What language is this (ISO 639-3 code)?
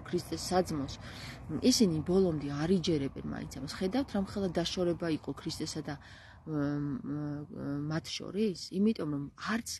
kat